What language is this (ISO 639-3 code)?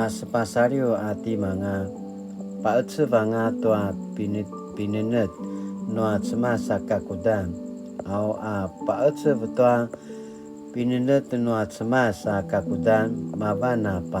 pwn